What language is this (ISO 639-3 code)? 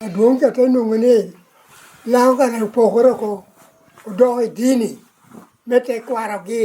laj